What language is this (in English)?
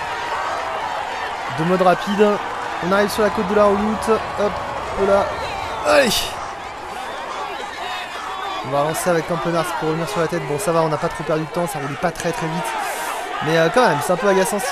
French